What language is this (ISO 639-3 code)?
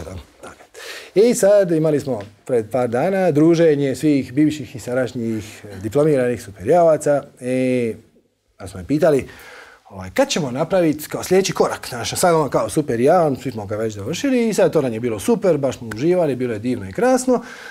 hrv